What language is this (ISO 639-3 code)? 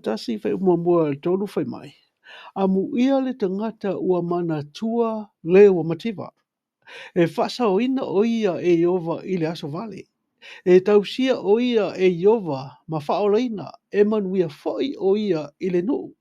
smo